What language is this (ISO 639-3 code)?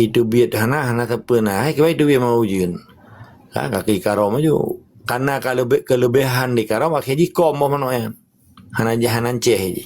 ace